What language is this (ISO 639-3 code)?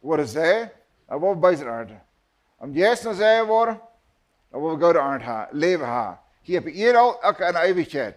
pdt